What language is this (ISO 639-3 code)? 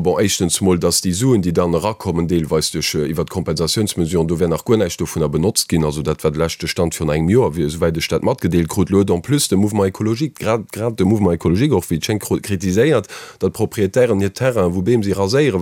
ltz